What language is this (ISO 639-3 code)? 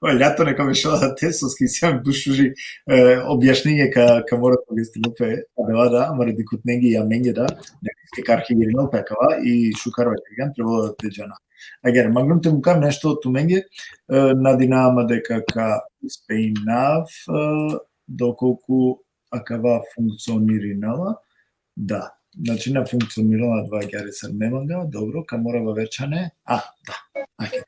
rmn